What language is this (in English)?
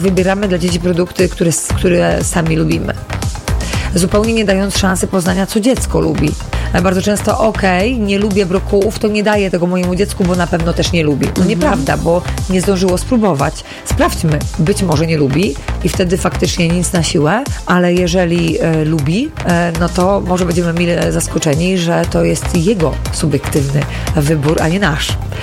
Polish